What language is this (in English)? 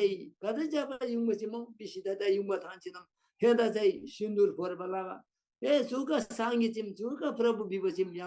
Eastern Tamang